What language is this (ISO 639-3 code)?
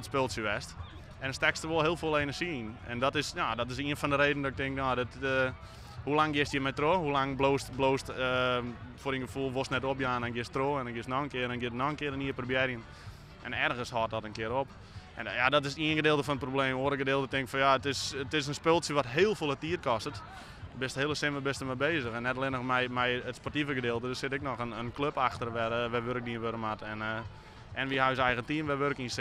fry